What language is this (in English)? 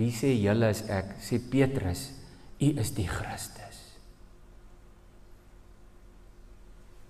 Afrikaans